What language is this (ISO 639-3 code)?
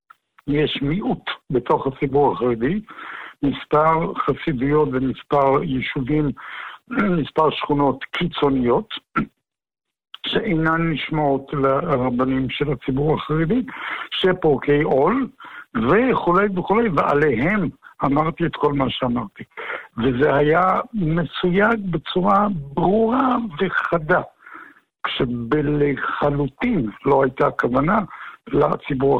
heb